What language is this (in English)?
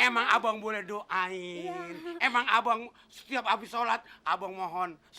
Betawi